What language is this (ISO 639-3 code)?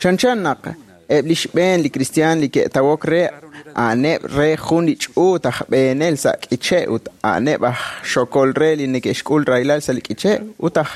kek